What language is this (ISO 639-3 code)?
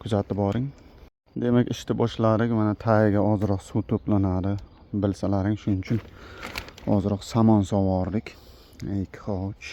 uzb